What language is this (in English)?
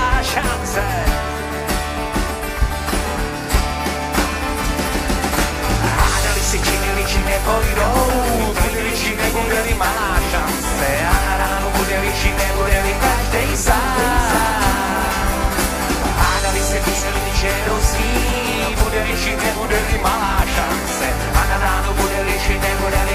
Czech